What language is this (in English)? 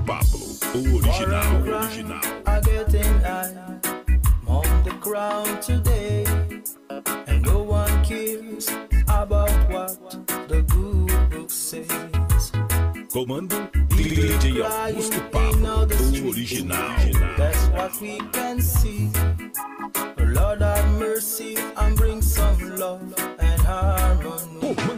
Portuguese